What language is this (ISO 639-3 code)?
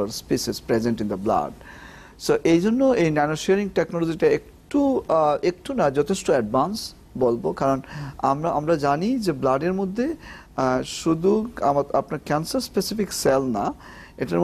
ben